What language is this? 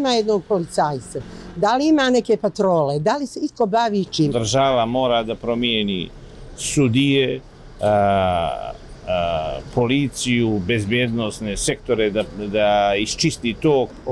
Bosnian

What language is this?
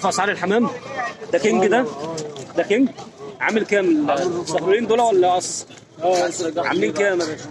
Egyptian Arabic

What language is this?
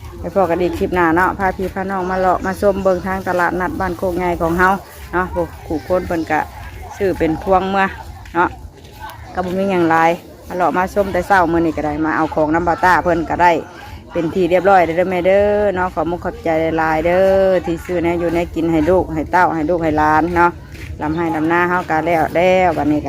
Northeastern Thai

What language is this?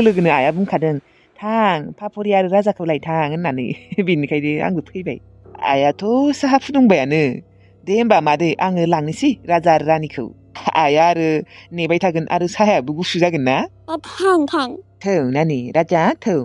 Bodo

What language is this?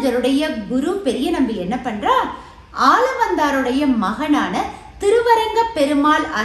Tamil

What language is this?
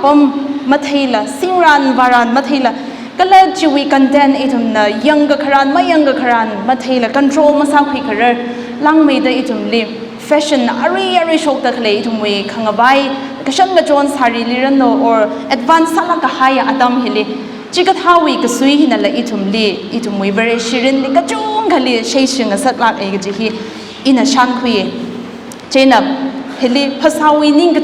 Tangkhul Naga (India)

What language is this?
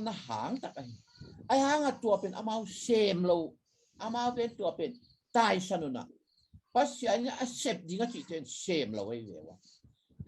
Tedim Chin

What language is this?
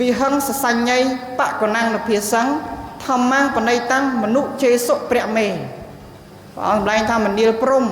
Khmer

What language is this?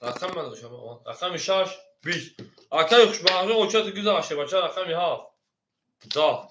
Tajik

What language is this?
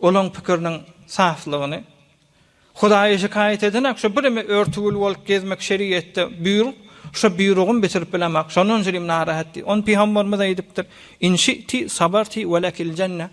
Turkmen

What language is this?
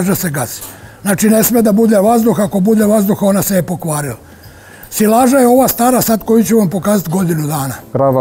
Serbian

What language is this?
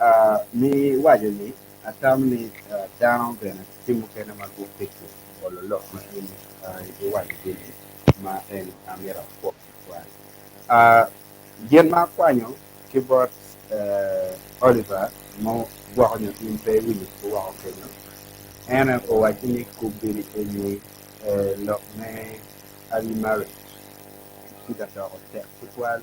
Acoli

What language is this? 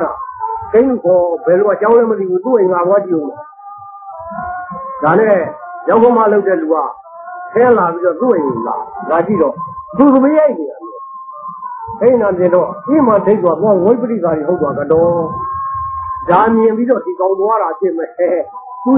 Burmese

